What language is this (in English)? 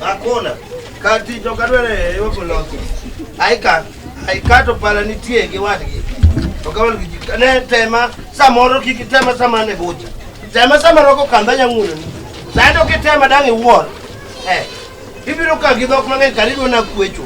Luo (Kenya and Tanzania)